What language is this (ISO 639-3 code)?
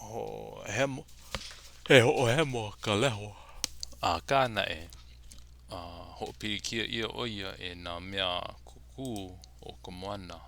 haw